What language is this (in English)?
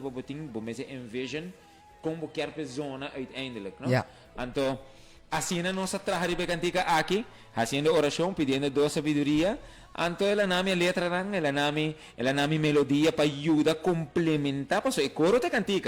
Papiamento